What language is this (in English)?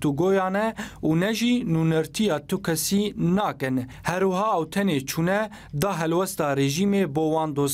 Kurdish